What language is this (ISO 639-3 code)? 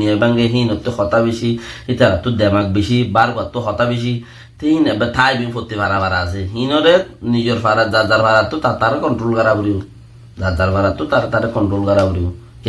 rhg